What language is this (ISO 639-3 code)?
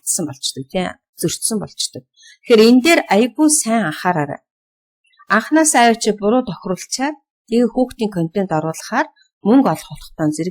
mon